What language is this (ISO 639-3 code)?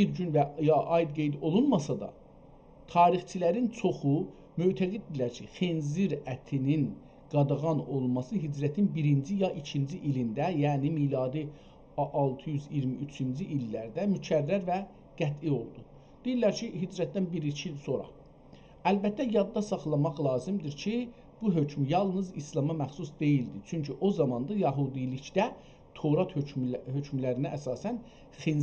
azb